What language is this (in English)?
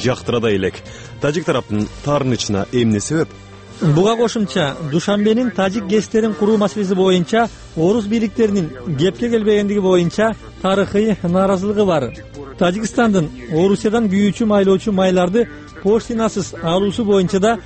Kyrgyz